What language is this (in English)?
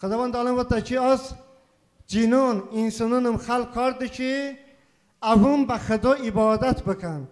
Talysh